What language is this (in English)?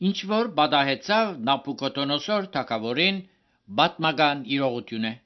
Armenian